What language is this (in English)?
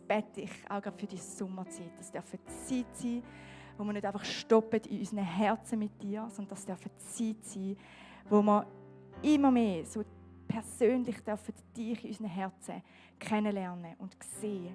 Swiss German